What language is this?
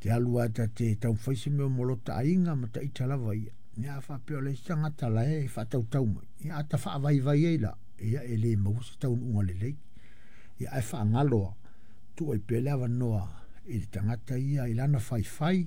Samoan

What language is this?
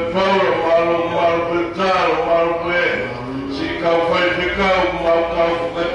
Tongan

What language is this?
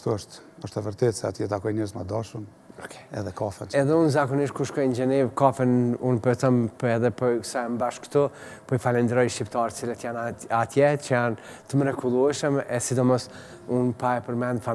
Albanian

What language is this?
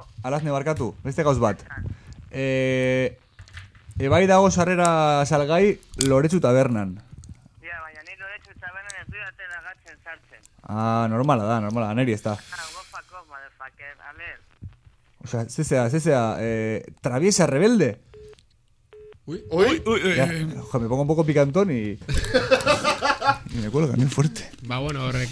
Basque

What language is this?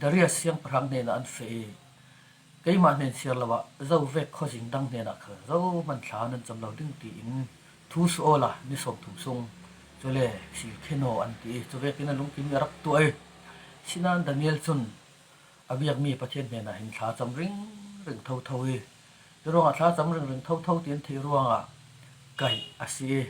Falam Chin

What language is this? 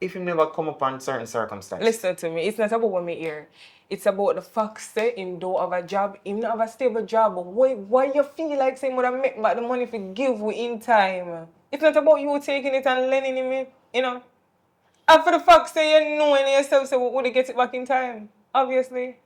Jamaican Creole English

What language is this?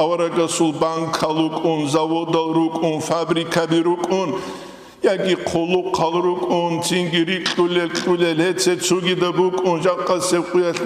Avaric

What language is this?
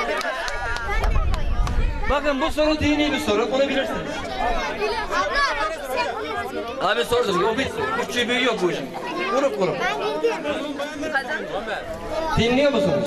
Turkish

